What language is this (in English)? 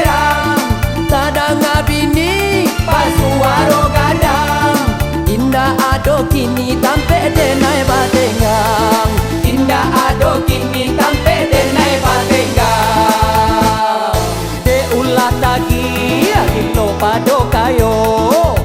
Minangkabau